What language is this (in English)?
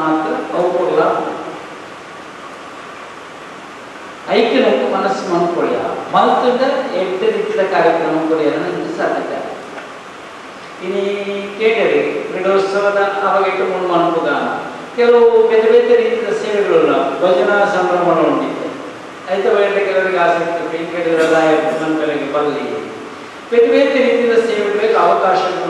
Kannada